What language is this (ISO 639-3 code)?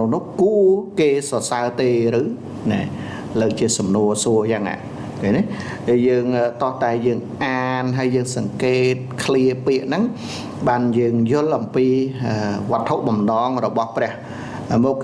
khm